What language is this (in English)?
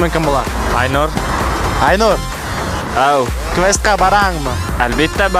Bashkir